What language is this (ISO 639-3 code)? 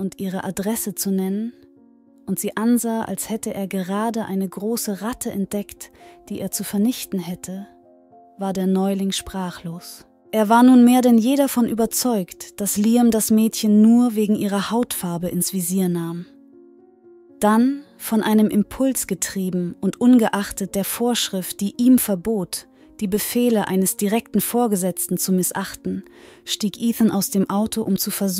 deu